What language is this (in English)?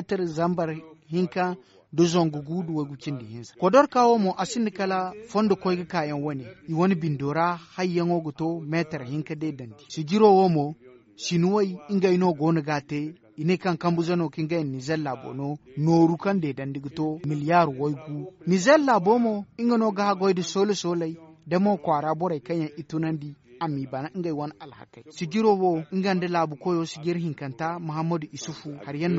Zarma